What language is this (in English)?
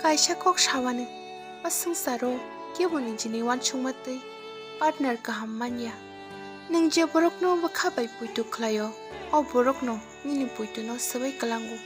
Kok Borok